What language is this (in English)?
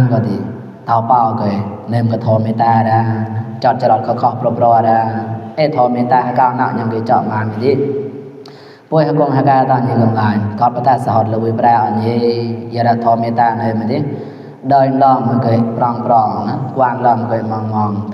Mon